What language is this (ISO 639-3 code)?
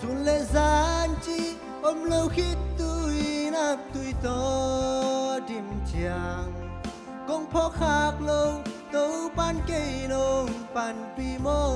ctd